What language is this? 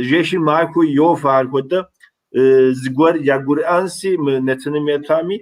Kabardian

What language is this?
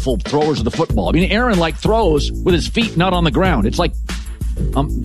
English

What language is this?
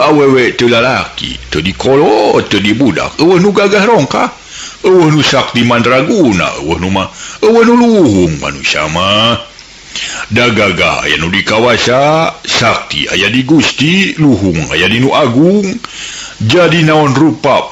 Sundanese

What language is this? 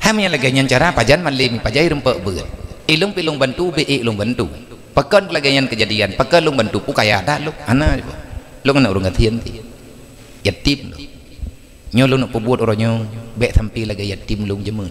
Achinese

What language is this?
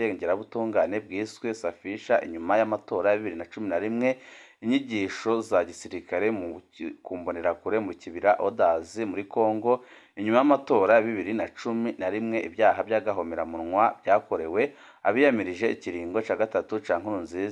Rundi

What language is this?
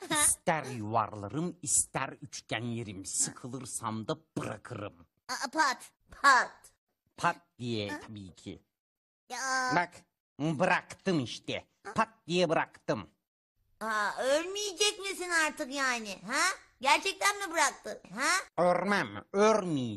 Turkish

